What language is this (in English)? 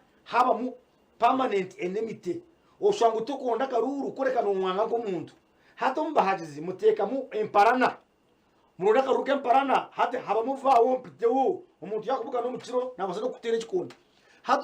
Nyankole